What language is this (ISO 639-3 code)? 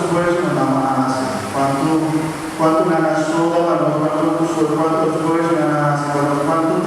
pap